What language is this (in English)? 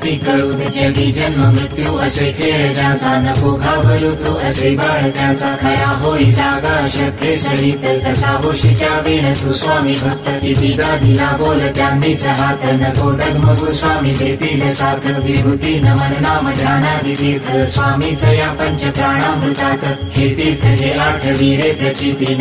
Marathi